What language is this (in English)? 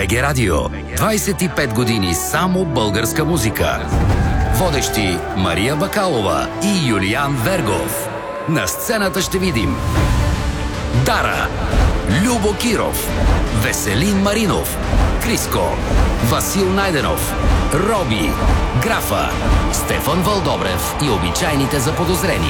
Bulgarian